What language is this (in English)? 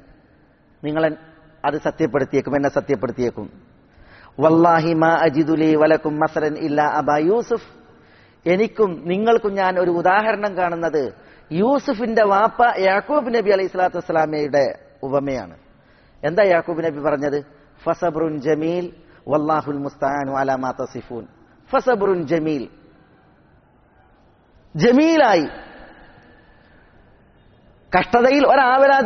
Malayalam